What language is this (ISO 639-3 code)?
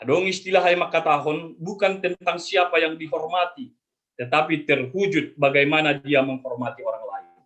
bts